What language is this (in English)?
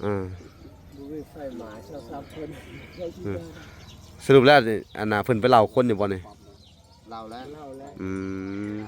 Lao